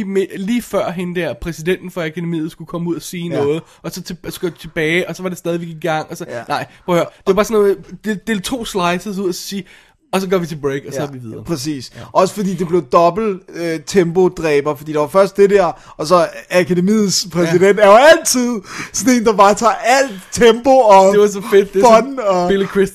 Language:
Danish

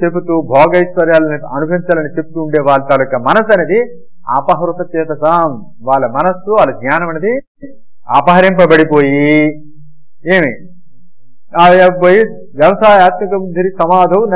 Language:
Telugu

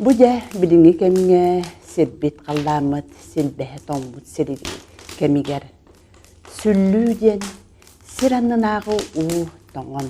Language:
Yakut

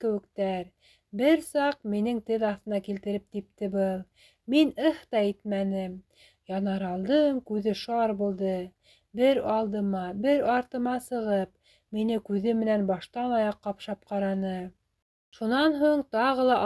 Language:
Bashkir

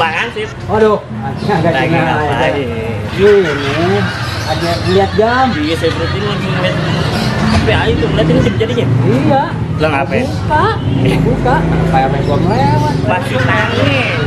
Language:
Betawi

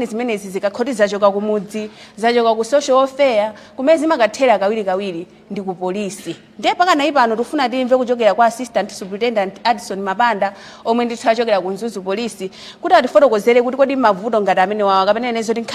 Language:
Nyanja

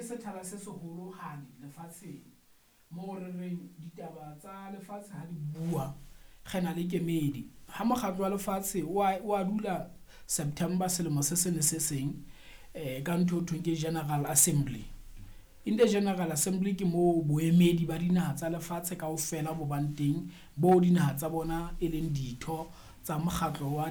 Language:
Southern Sotho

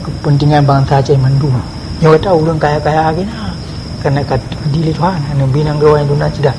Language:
Achinese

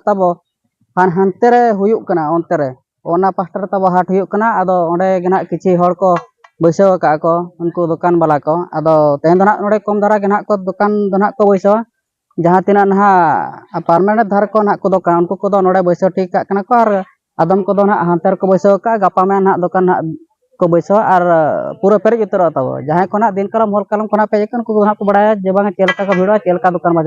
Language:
Santali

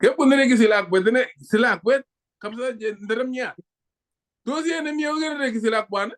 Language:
Kalenjin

